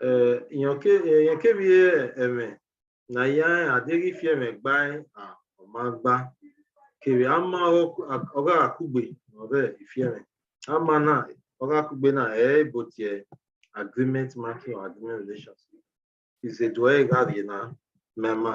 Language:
Bini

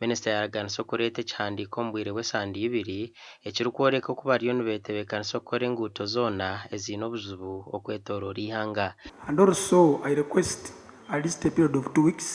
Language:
Nyankole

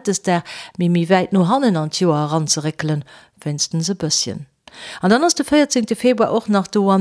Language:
Luxembourgish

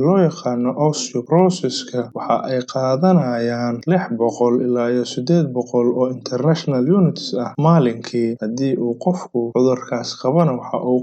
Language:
Somali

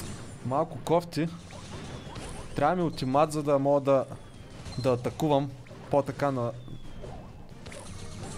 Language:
Bulgarian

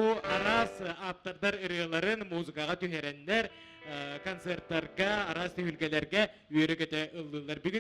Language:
Yakut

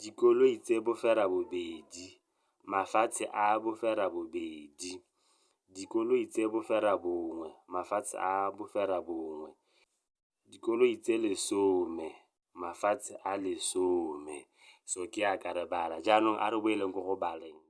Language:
Tswana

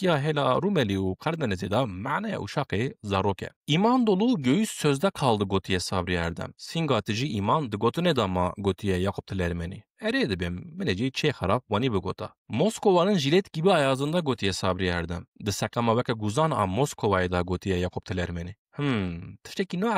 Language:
Kurdish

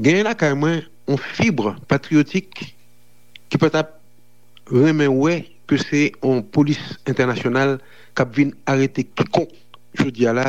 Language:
Haitian Creole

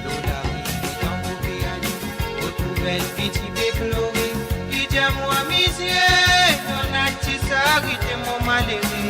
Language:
Morisyen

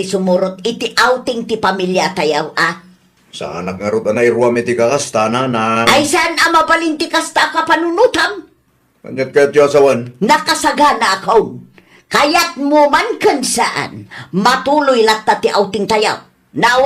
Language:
Iloko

